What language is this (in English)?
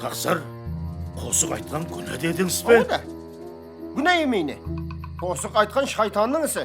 Kara-Kalpak